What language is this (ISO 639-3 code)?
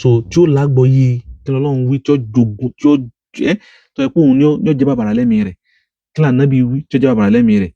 yor